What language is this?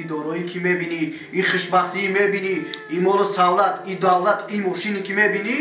Tajik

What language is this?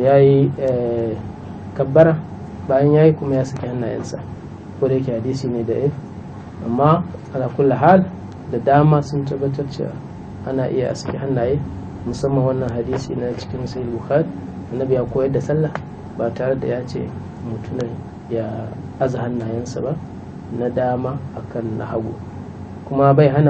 Hausa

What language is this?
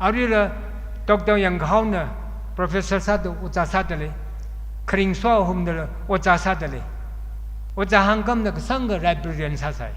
Tangkhul Naga (India)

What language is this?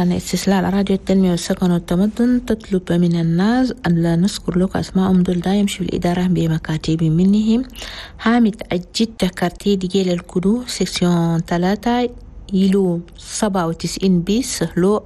Chadian Arabic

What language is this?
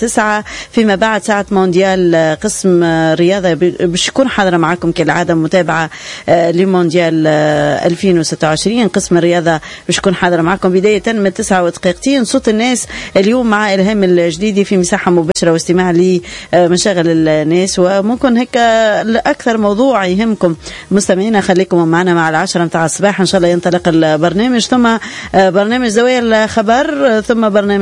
Tunisian Arabic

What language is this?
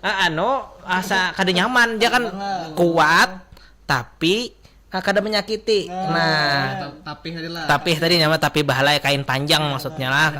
Banjar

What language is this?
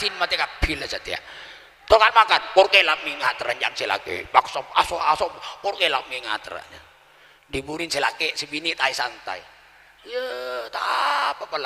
Madurese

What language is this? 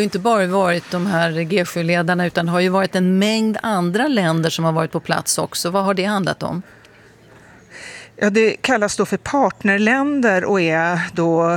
Swedish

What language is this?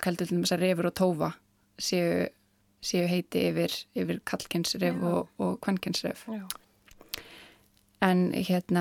Icelandic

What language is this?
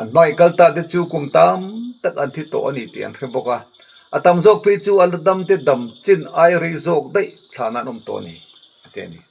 Mizo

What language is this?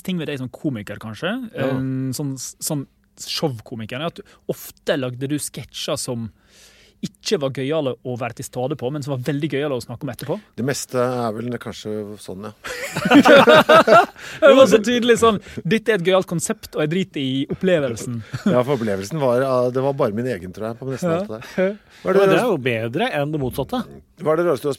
Norwegian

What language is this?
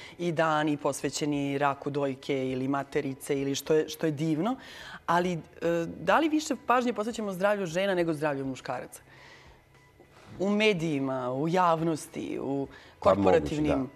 Serbian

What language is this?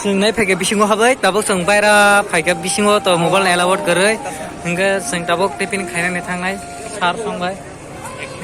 Kok Borok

